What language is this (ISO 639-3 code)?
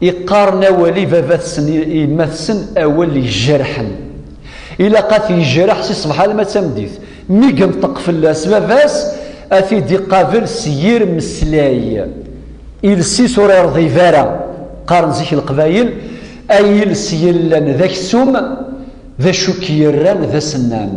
kab